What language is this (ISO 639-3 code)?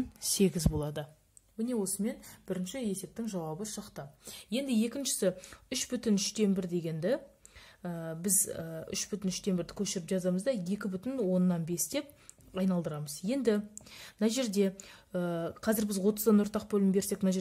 kaz